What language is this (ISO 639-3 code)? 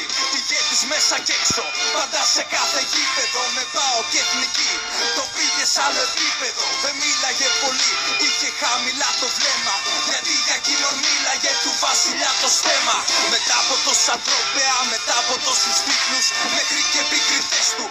ell